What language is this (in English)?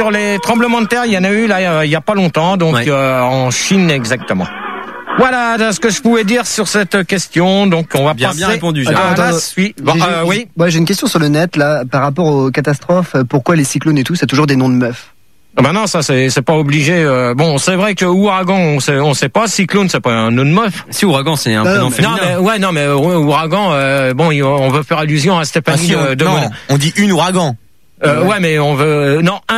French